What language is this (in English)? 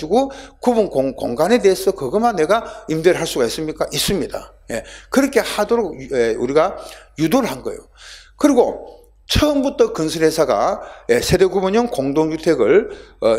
Korean